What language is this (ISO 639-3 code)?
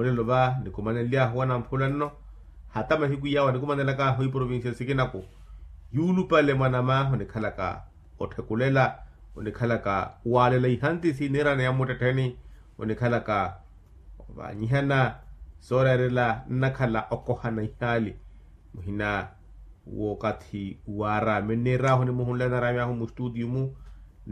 vmw